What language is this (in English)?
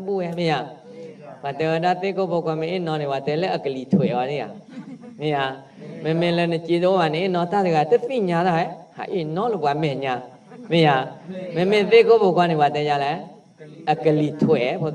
S'gaw Karen